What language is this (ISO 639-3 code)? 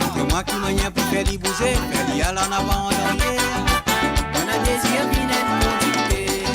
mfe